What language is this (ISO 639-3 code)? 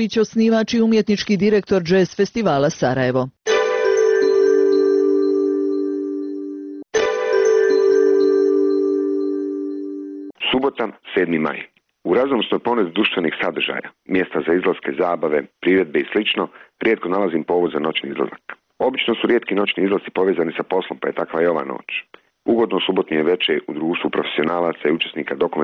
bos